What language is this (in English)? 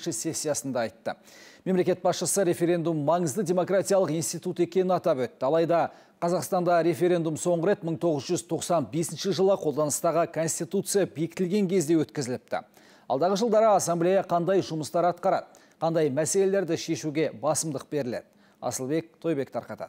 Kazakh